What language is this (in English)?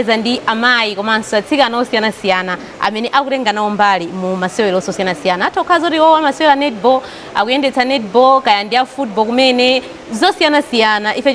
Nyanja